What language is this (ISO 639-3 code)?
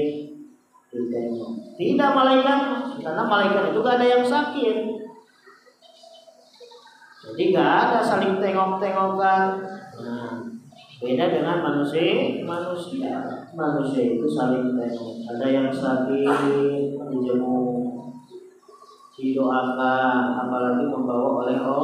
ind